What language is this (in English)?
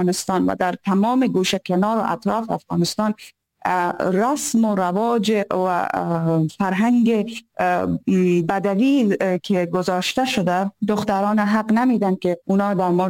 Persian